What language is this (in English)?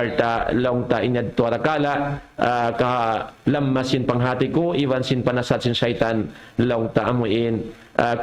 Tausug